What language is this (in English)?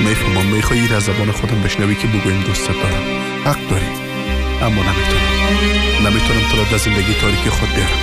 Persian